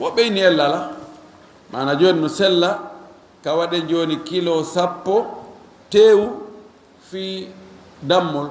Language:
Fula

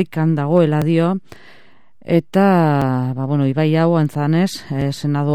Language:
Basque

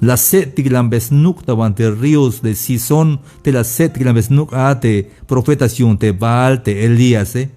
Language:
Tzeltal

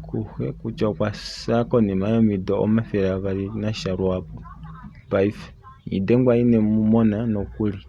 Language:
Kuanyama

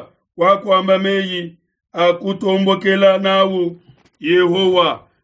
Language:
Luba-Lulua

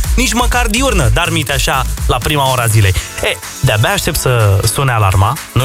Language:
Romanian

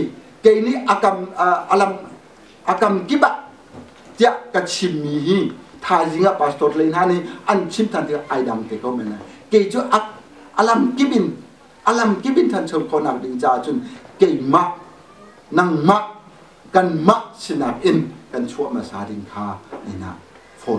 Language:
Hakha Chin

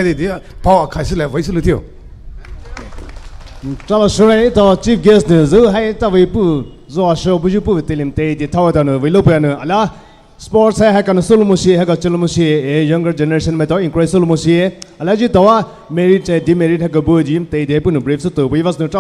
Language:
Poumei Naga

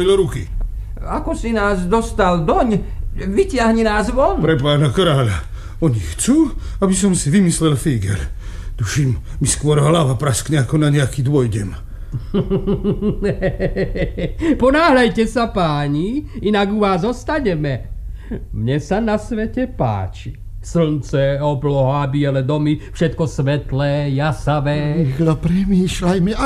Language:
Slovak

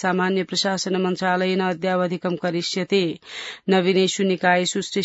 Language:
Sanskrit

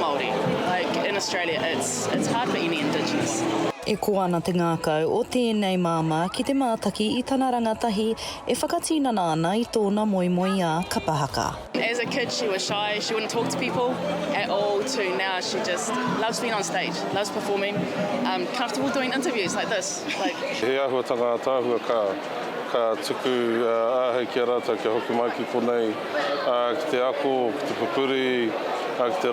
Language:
Māori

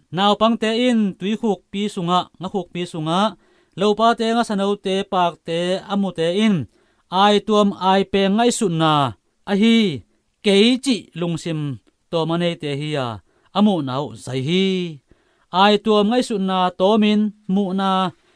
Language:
Tedim Chin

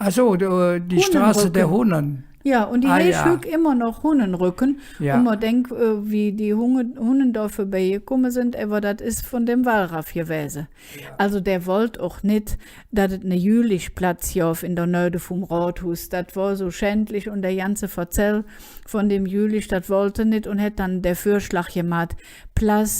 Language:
Colognian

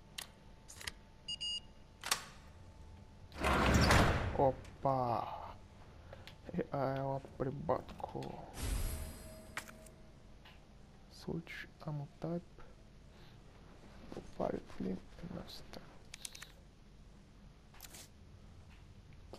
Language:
Bulgarian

